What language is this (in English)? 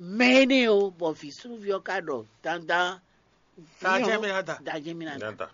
Fon